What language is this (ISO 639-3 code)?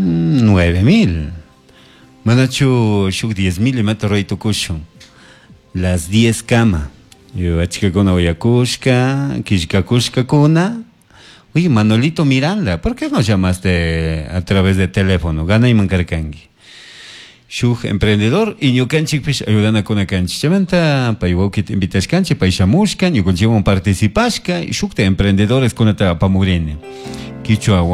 qug